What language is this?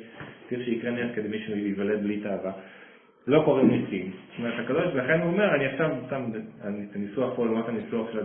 Hebrew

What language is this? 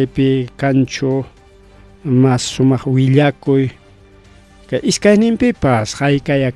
Ayacucho Quechua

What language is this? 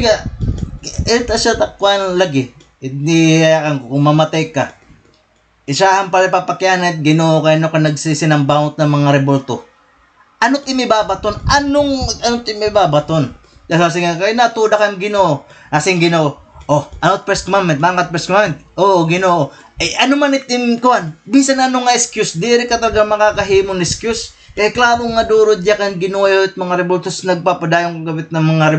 Waray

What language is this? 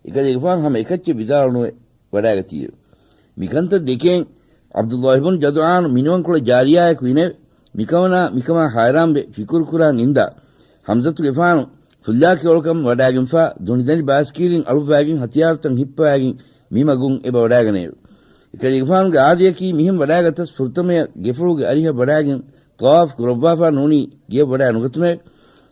Divehi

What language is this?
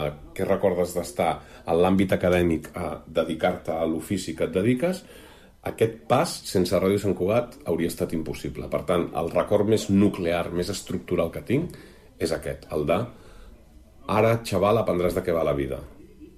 Catalan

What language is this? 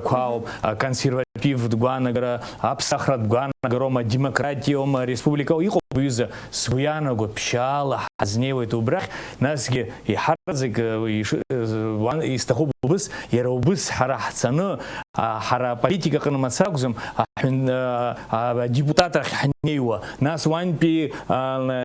Abkhazian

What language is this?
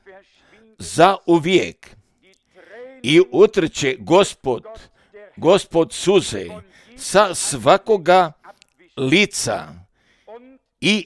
Croatian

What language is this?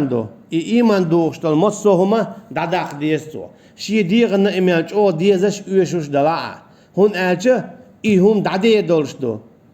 Chechen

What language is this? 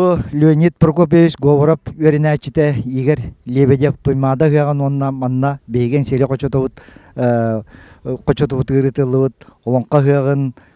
Yakut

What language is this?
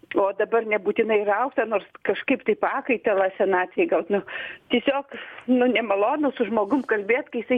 Lithuanian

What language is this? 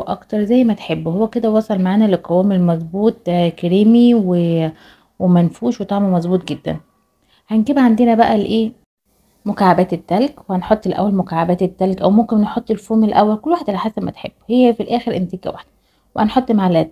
Egyptian Arabic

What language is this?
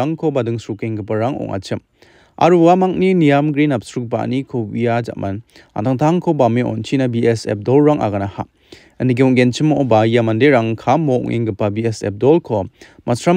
Garo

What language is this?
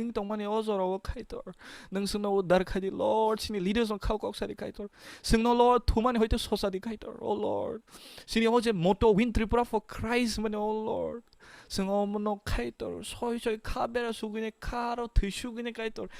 Kok Borok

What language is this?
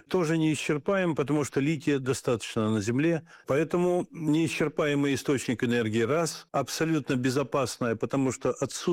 Russian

